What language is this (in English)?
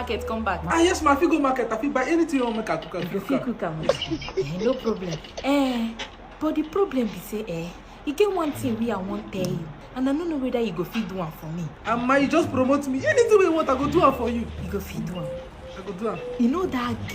Nigerian Pidgin